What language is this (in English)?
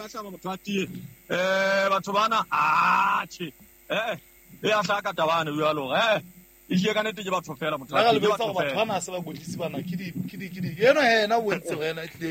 Southern Sotho